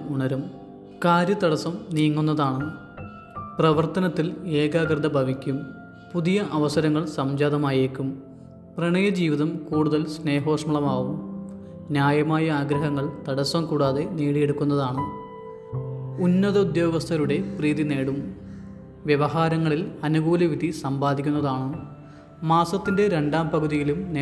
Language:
Malayalam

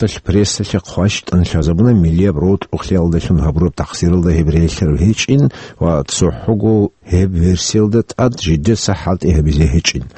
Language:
Avaric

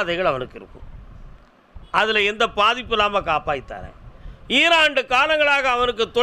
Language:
Tamil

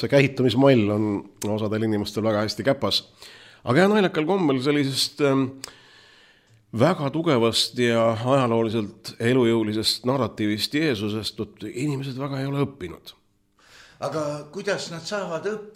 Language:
Estonian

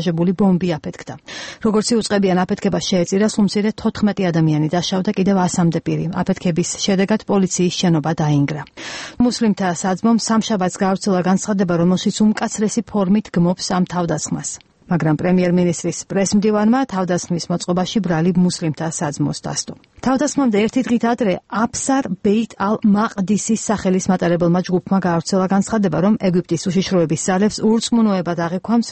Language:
Georgian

